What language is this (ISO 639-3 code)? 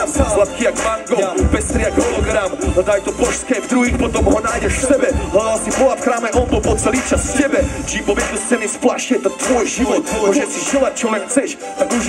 slk